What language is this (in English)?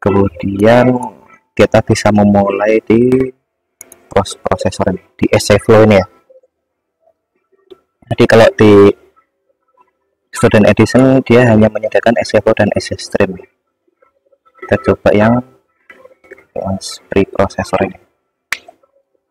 Indonesian